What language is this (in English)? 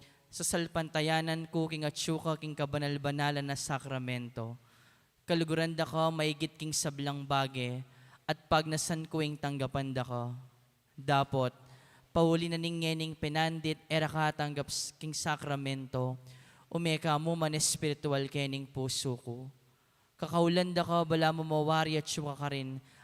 Pampanga